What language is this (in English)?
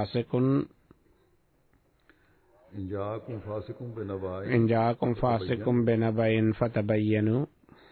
Bangla